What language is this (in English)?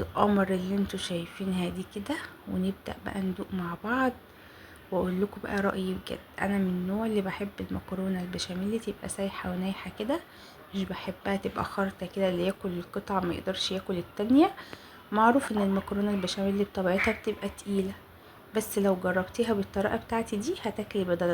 Egyptian Arabic